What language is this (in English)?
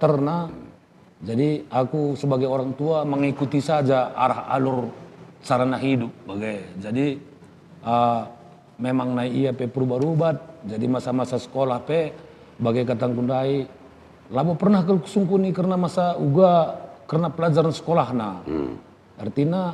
Batak Karo